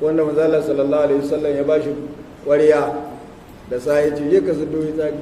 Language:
Hausa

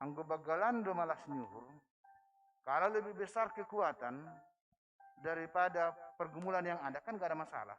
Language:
Batak Simalungun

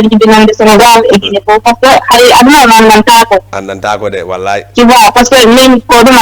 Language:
Fula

